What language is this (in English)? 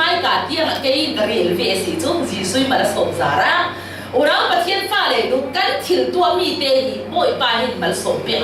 Falam Chin